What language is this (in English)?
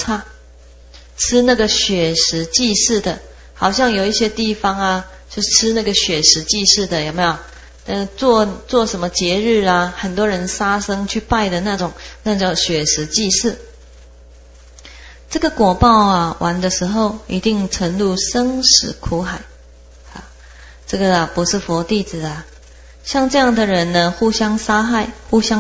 Chinese